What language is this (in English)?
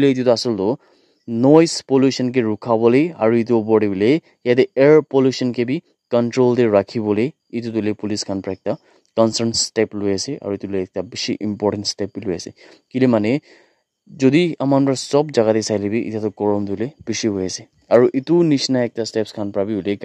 Naga Pidgin